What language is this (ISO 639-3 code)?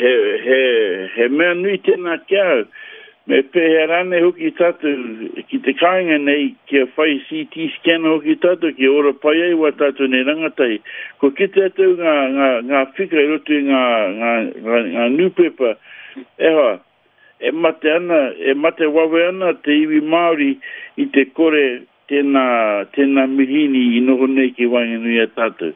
mri